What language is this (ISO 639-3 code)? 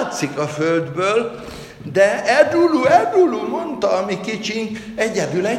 hun